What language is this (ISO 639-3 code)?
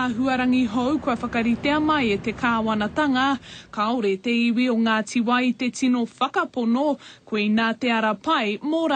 mri